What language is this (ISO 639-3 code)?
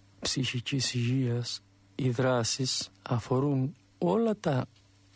ell